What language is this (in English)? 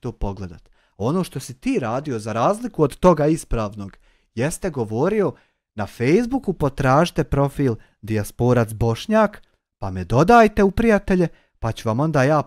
Bosnian